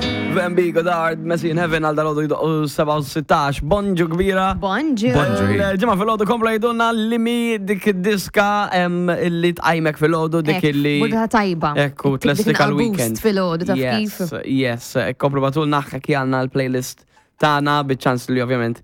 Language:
Maltese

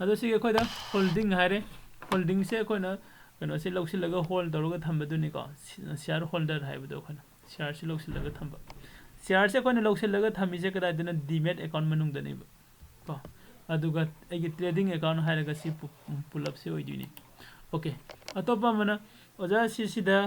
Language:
Manipuri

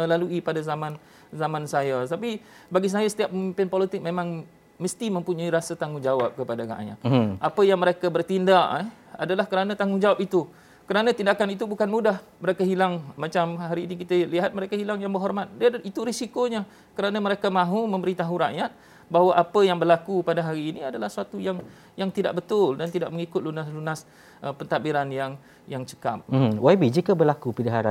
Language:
Malay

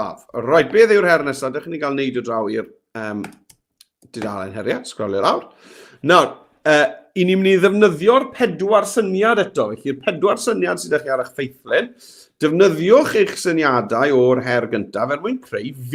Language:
Welsh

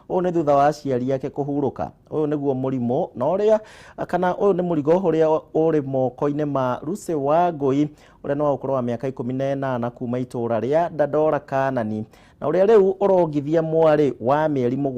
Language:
Kikuyu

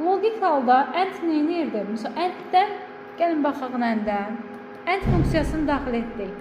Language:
Azerbaijani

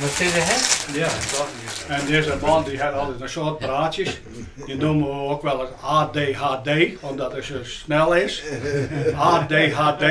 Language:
Western Frisian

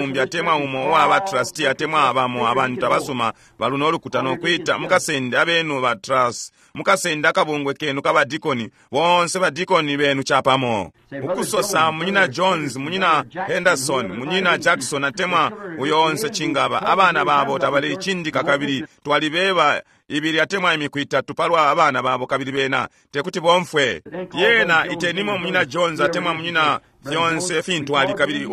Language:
Bemba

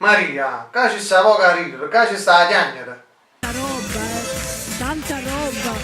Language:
Neapolitan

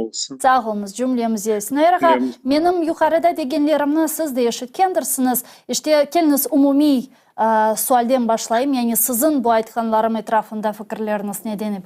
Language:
Crimean Tatar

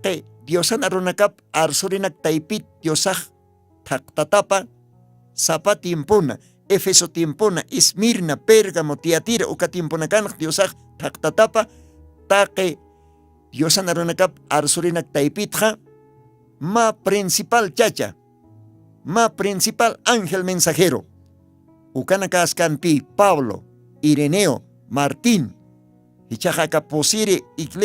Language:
Aymara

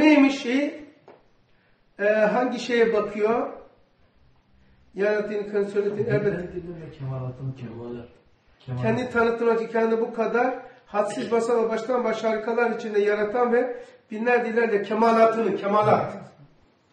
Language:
Turkish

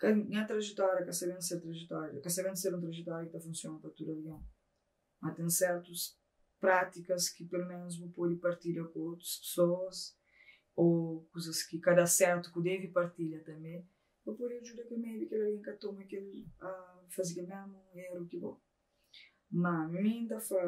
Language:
Kabuverdianu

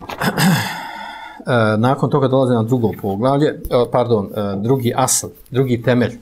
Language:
Bosnian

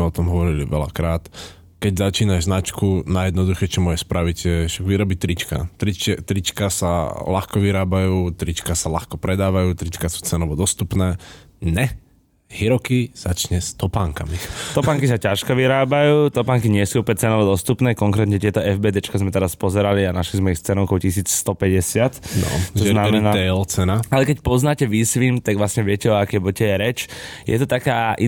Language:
Slovak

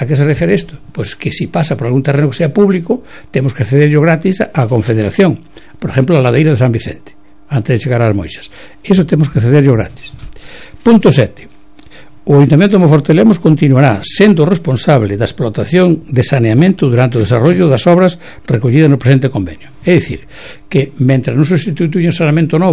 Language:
Galician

